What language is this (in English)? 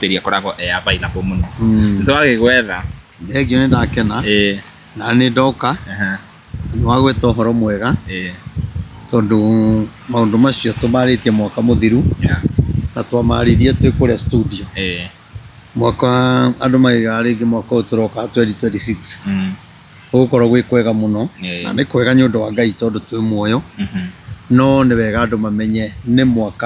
Kikuyu